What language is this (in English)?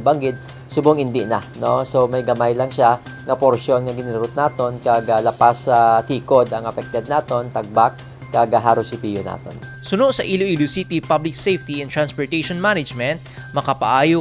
Hiligaynon